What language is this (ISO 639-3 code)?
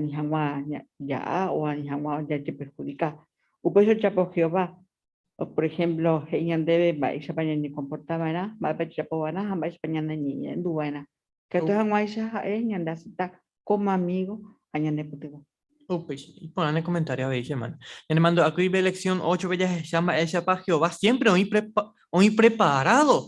grn